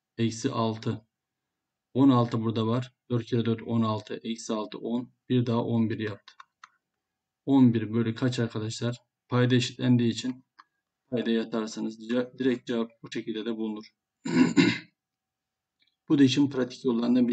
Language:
Turkish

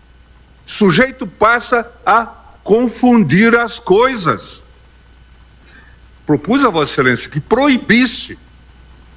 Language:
Portuguese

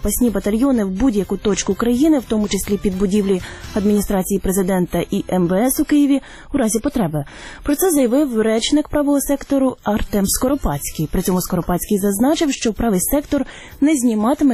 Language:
Ukrainian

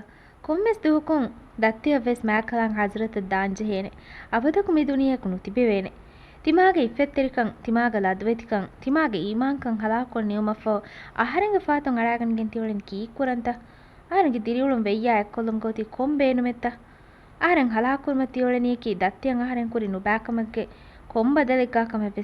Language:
Divehi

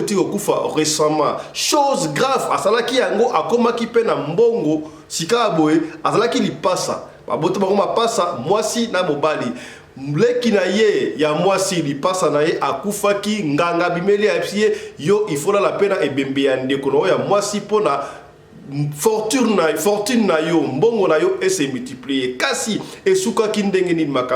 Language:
Lingala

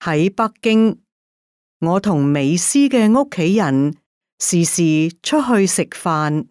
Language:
Cantonese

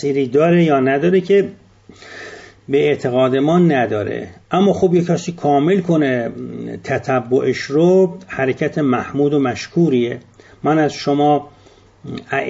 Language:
Persian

